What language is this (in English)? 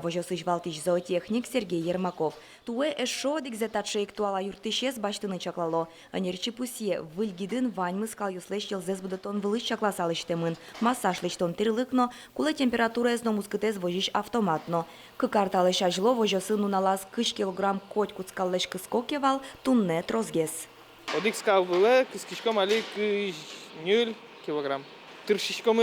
Udmurt